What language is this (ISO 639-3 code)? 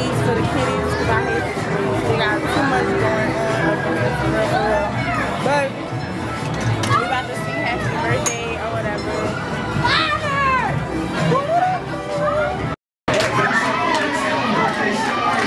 eng